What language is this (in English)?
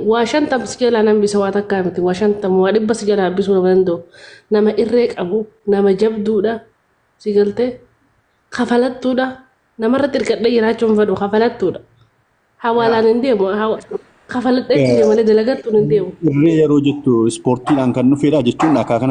Oromo